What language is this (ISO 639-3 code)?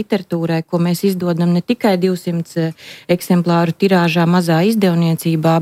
lav